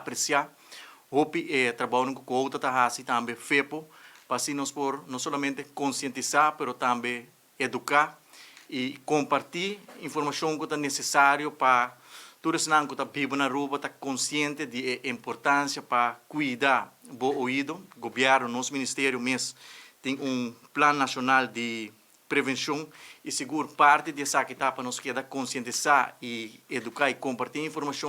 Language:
Papiamento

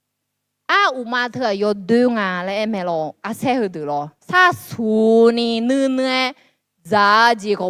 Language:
Akha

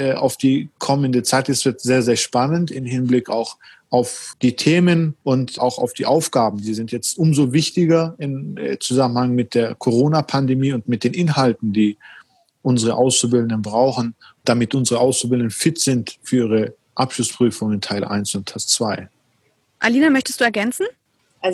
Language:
German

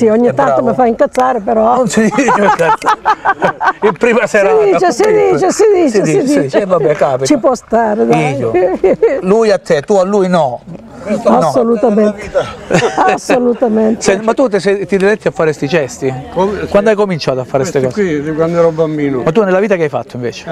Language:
Italian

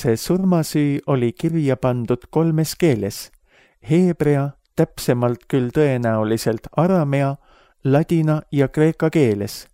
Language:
Estonian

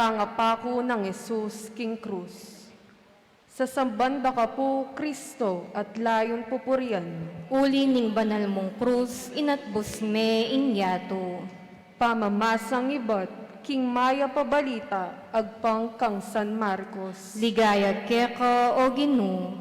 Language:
Pampanga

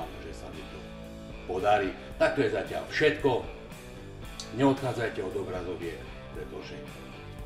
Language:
Slovak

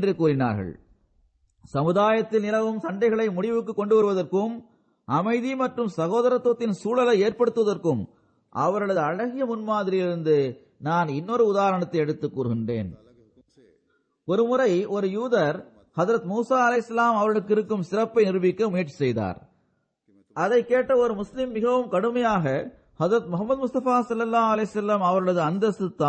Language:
Tamil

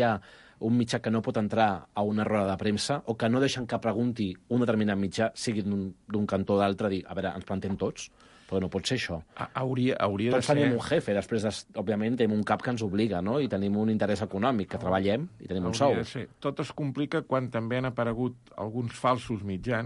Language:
Catalan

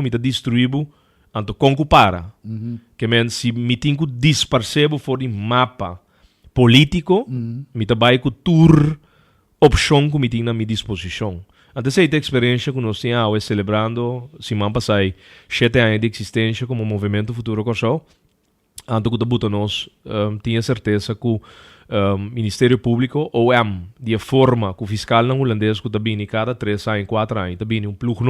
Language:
Papiamento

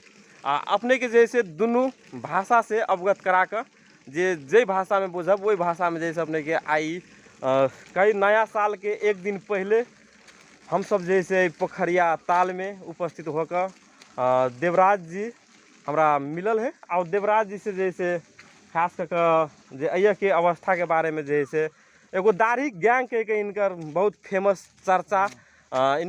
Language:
Magahi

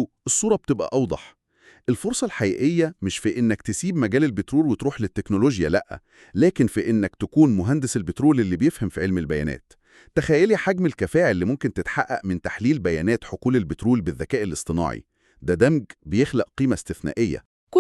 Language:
Egyptian Arabic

